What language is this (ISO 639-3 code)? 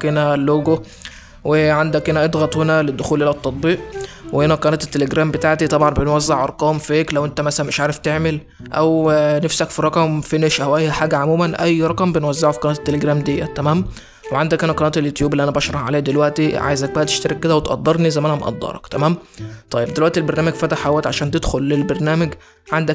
arz